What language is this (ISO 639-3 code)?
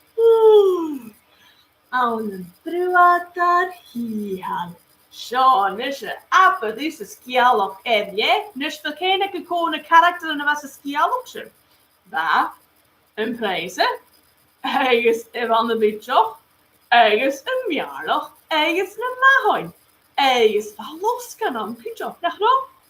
gla